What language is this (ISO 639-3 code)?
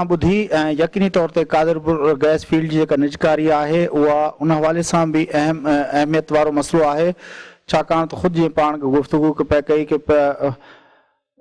snd